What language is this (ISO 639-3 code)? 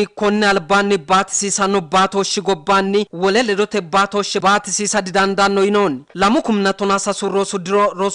sid